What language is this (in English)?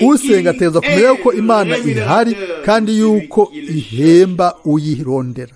Rundi